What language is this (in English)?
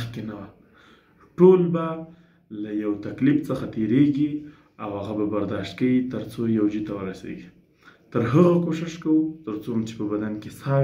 Pashto